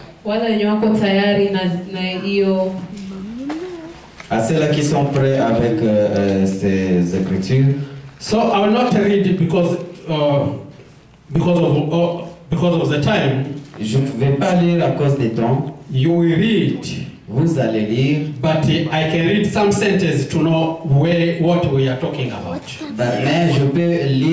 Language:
Swahili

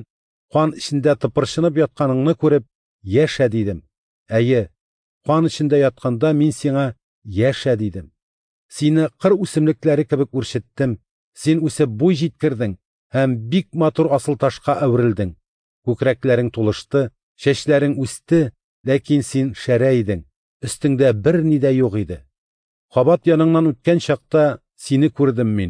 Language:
Tatar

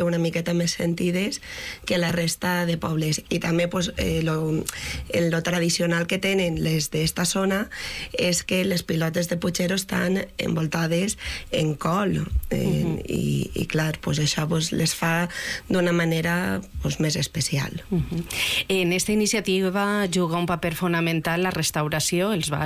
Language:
Catalan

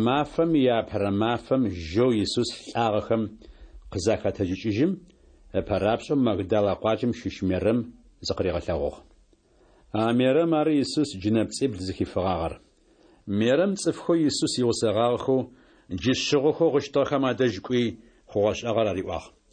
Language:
Adyghe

